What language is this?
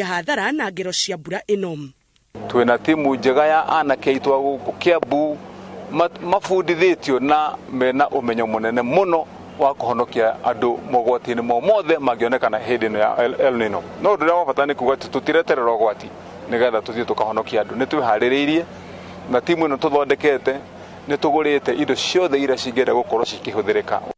Kikuyu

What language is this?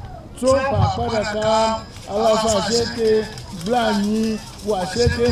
Ewe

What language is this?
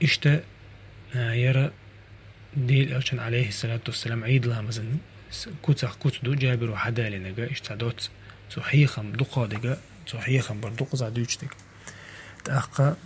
Chechen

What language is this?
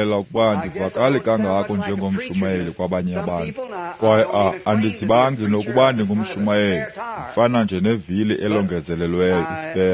Xhosa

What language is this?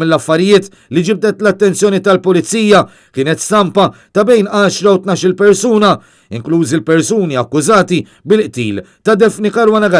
Maltese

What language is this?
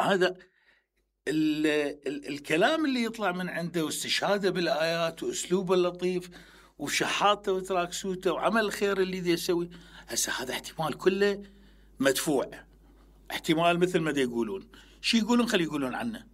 Mesopotamian Arabic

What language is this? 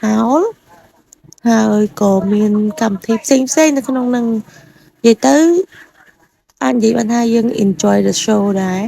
Khmer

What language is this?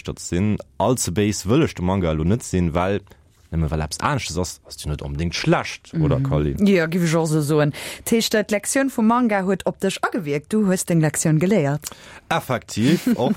Luxembourgish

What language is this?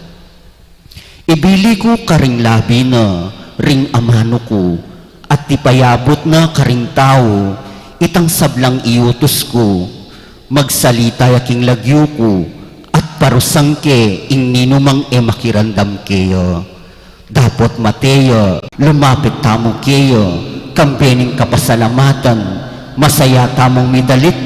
Pampanga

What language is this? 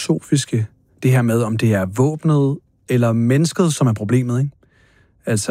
Danish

